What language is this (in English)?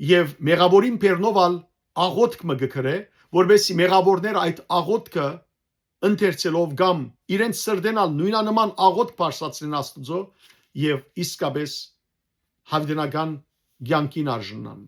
Western Armenian